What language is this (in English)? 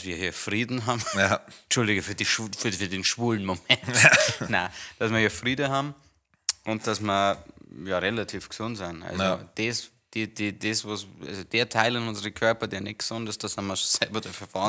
Bavarian